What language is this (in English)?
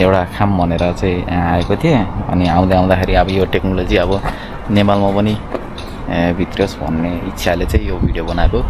Nepali